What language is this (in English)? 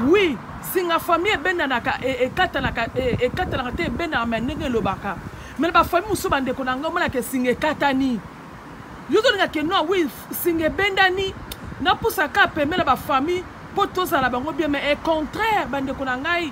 Lingala